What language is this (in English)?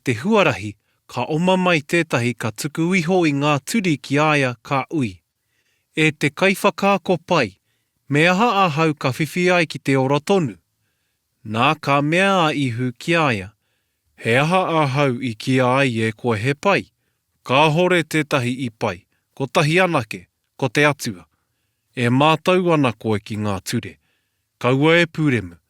Māori